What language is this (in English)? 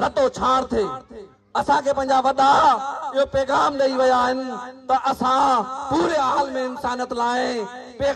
Sindhi